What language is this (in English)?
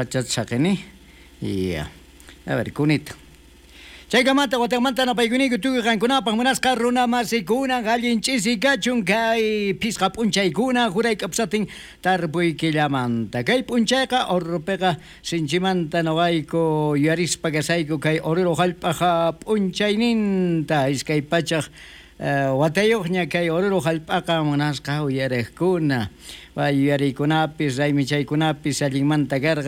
South Bolivian Quechua